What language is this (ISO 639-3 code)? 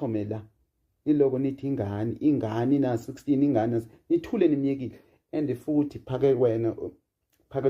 zul